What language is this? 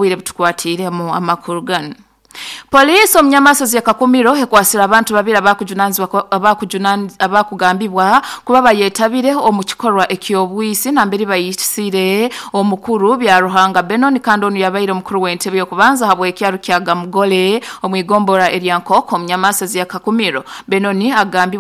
Nyoro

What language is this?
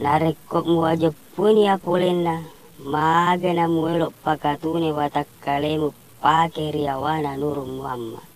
Buginese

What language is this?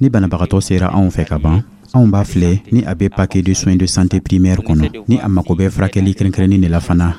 Dyula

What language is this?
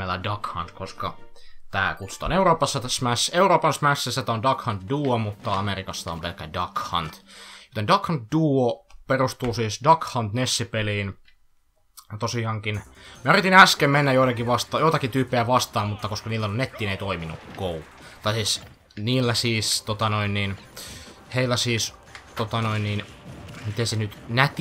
Finnish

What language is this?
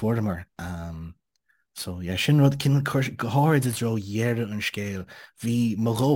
Irish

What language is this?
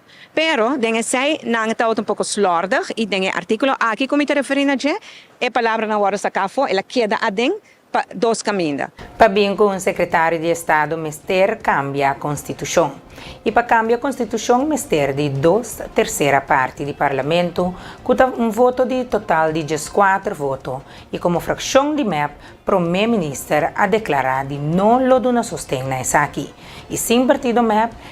Papiamento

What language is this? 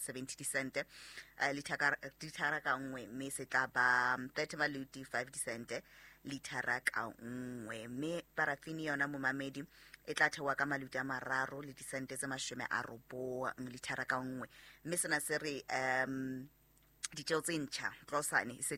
Southern Sotho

